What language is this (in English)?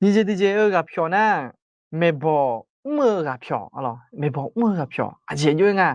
Akha